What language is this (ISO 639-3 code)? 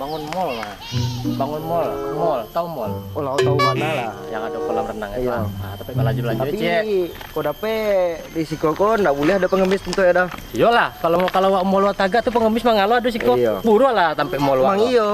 min